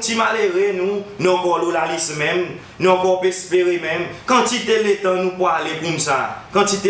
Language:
Seselwa Creole French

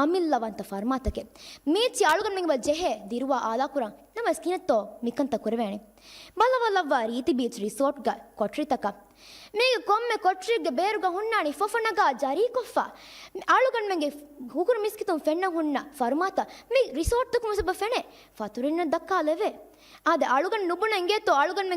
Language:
Divehi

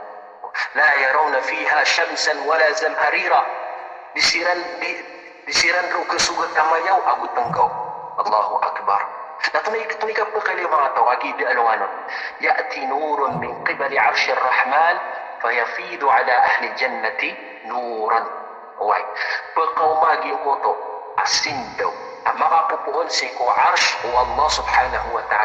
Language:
Maranao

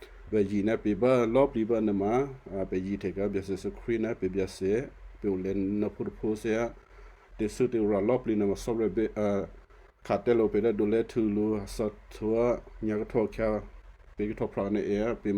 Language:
Western Kayah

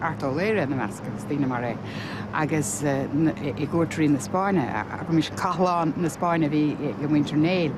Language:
Irish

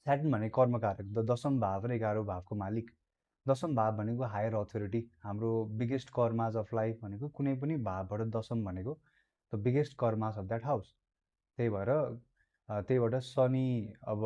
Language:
Nepali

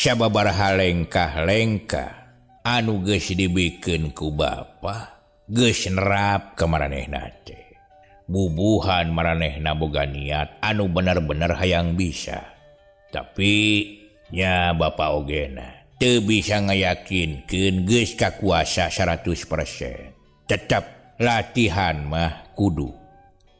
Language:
Sundanese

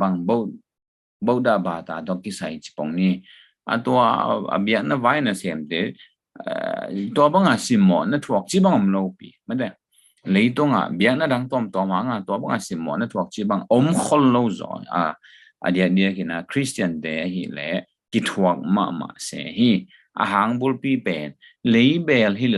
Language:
Tedim Chin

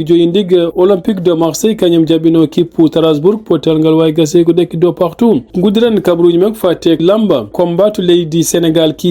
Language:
Fula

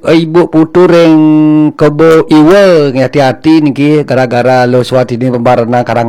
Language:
Balinese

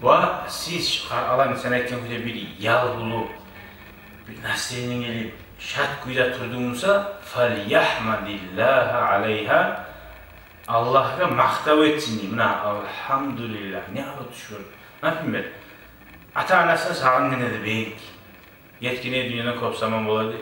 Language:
Kumyk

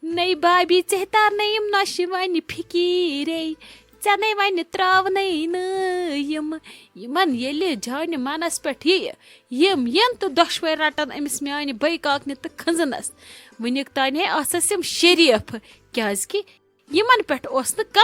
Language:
Kashmiri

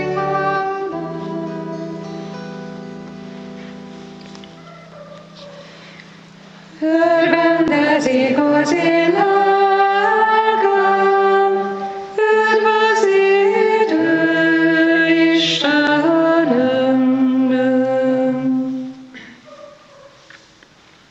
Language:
Hungarian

